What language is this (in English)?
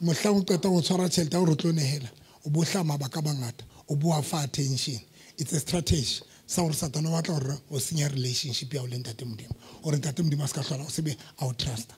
Southern Sotho